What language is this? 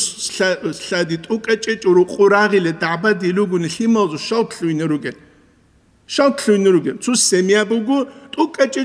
Avaric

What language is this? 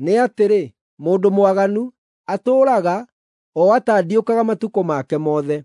Kikuyu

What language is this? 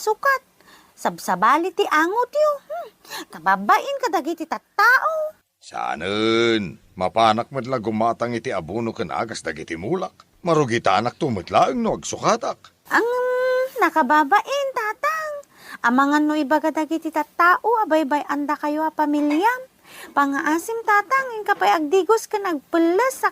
Iloko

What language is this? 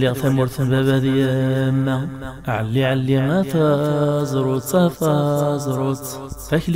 Kabyle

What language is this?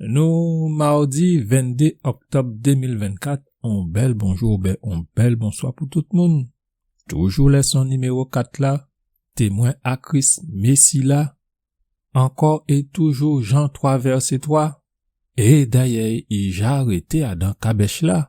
Guadeloupean Creole French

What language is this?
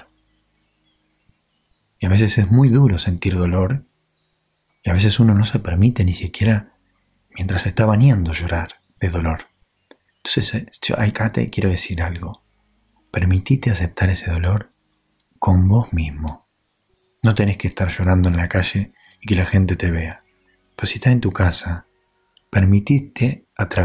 Spanish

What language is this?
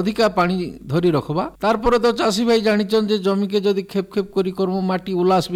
Odia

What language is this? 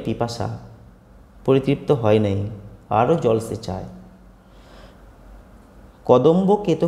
Bangla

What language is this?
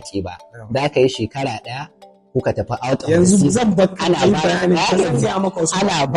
Hausa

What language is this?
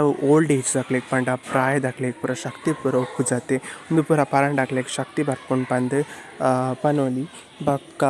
Tulu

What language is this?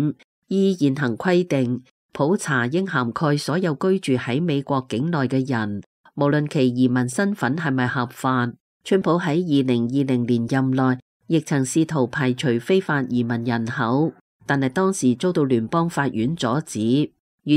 Cantonese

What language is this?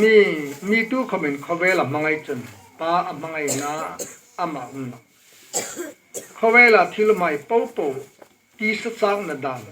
Hmar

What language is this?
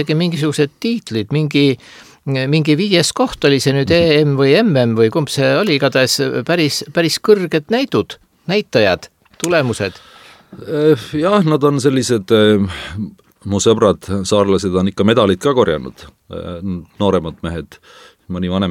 Estonian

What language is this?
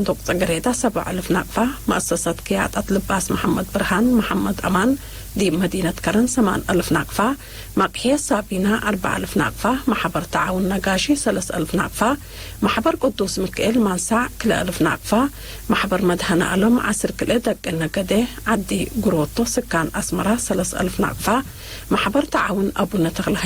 Tigre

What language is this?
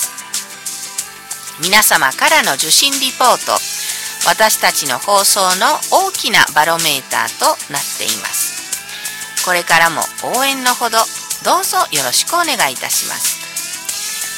Japanese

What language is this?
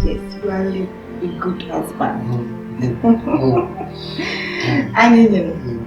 Dagbani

